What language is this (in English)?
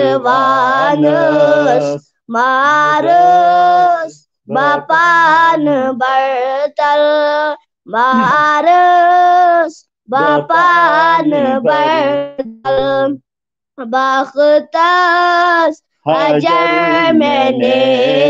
Kashmiri